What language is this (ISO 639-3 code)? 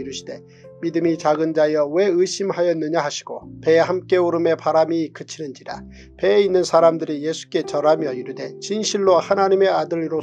kor